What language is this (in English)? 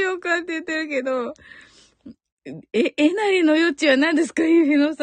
Japanese